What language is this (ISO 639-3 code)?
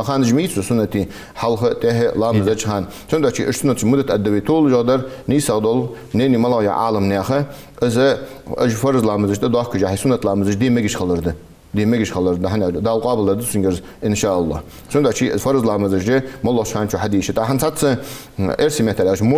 inh